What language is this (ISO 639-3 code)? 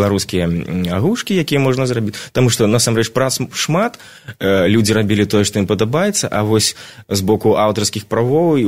bel